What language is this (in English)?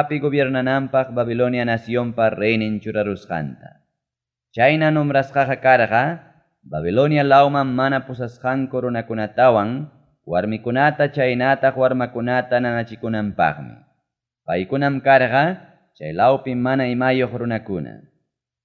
Ayacucho Quechua